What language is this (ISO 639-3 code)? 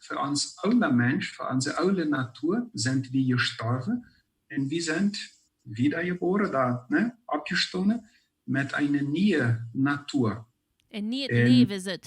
pdt